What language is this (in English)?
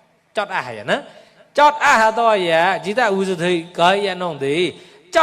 Mon